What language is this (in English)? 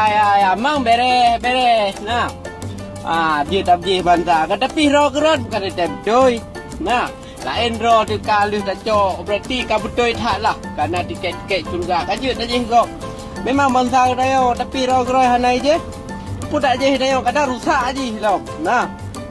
Achinese